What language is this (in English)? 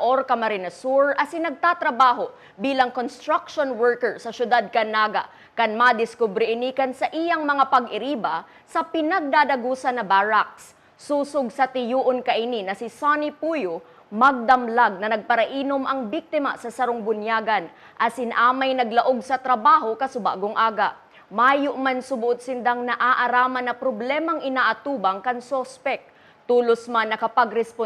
Bikol